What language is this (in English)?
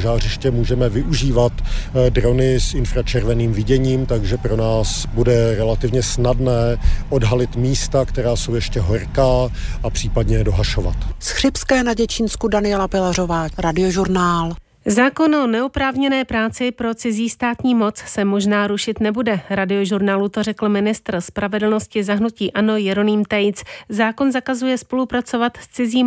Czech